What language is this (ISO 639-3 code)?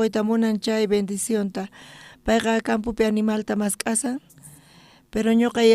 quh